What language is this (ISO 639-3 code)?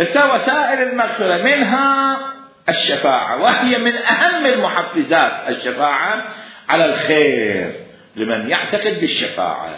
acm